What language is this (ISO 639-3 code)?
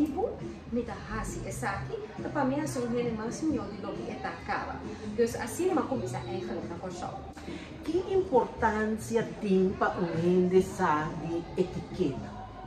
pap